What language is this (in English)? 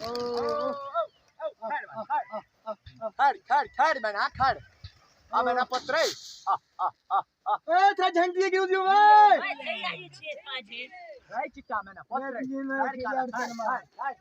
Saraiki